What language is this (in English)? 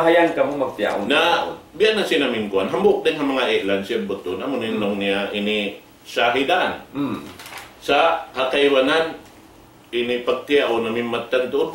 Tausug